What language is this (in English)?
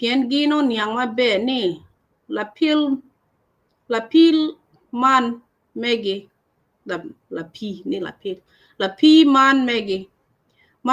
Acoli